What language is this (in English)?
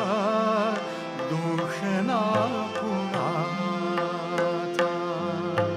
Marathi